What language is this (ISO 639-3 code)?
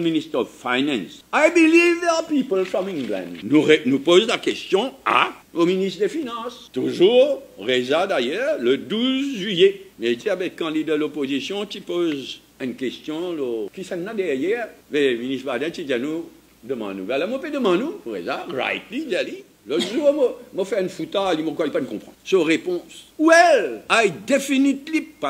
fra